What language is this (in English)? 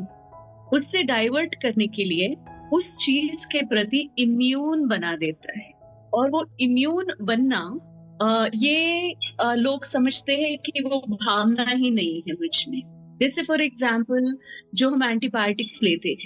Hindi